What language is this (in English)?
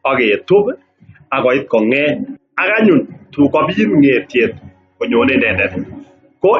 Kalenjin